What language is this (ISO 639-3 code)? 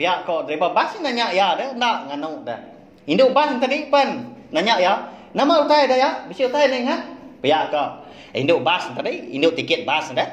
iba